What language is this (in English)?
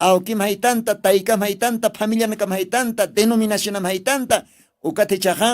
Aymara